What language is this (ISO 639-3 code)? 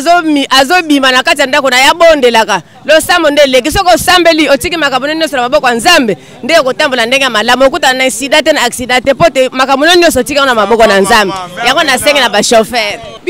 lin